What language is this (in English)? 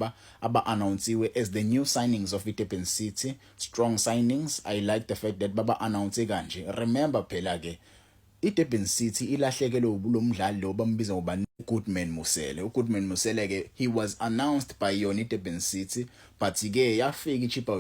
Zulu